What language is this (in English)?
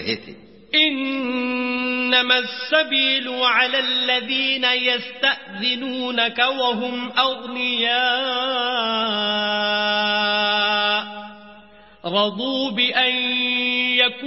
Urdu